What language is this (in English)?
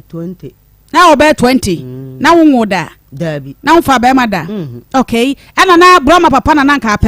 Akan